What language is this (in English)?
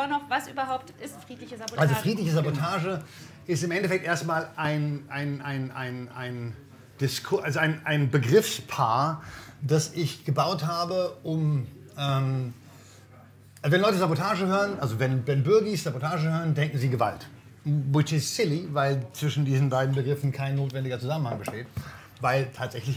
German